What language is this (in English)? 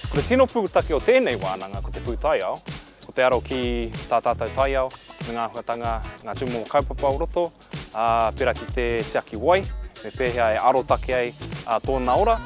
Māori